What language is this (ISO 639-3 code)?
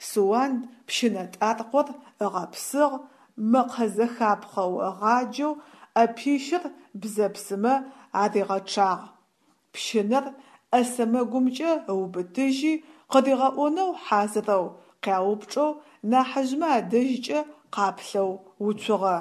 ady